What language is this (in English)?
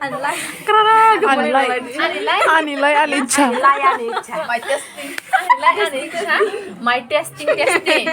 Kok Borok